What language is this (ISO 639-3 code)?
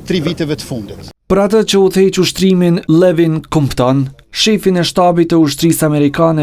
sqi